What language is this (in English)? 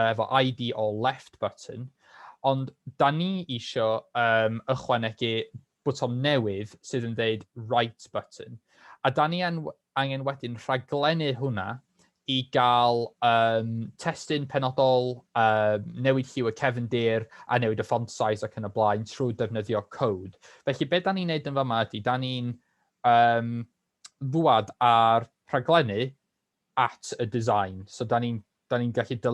Welsh